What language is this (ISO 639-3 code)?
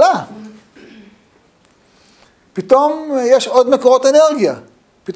heb